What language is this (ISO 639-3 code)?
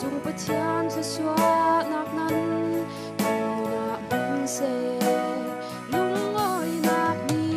cfm